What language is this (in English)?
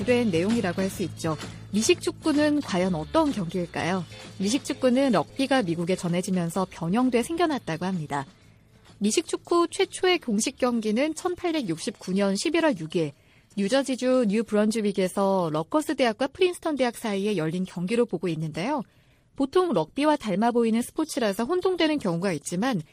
Korean